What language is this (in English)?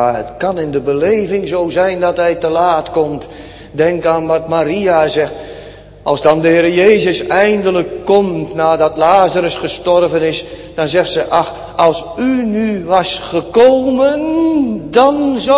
Dutch